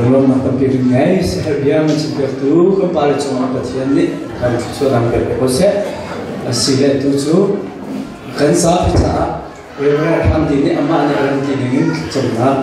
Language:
Hakha Chin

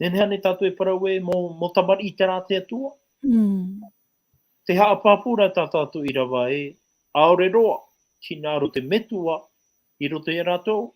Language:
Tahitian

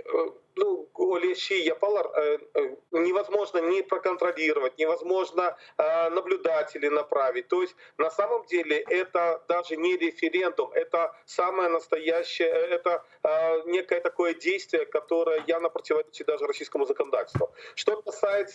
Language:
Crimean Tatar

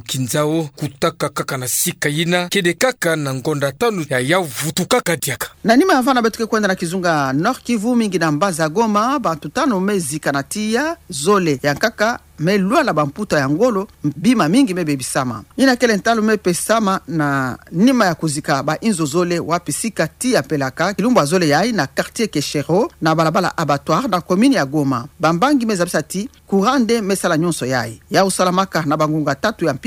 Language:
Kituba (Democratic Republic of Congo)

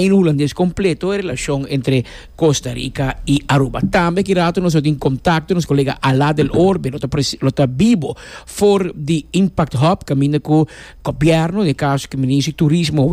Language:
Papiamento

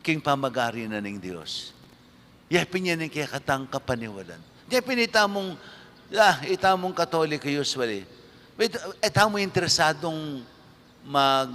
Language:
Pampanga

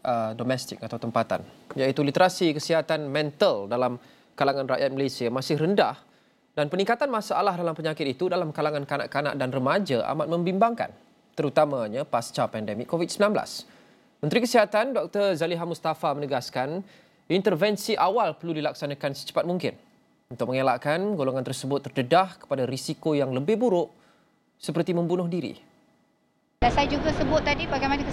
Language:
Malay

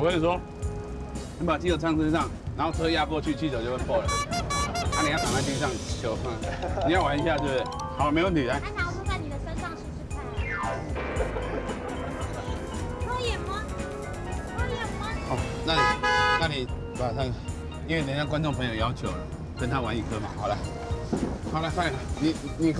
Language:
Chinese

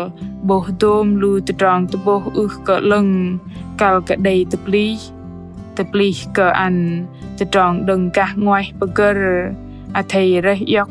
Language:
Bahnar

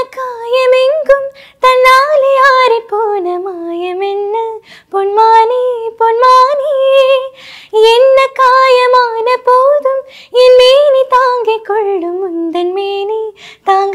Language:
Tamil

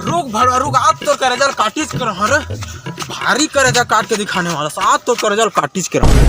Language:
Chhattisgarhi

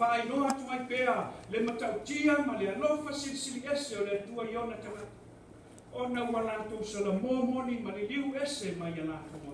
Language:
Samoan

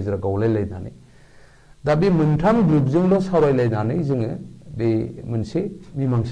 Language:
Bodo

